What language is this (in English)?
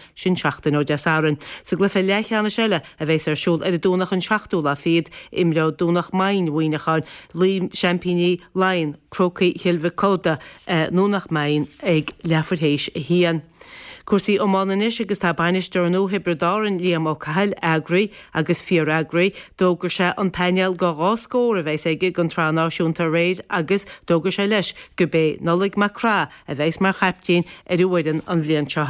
Irish